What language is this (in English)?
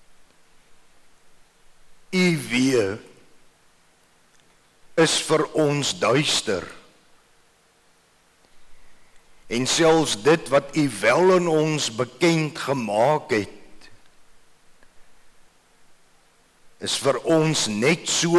Afrikaans